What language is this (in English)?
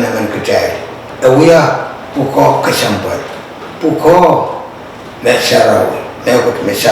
Pohnpeian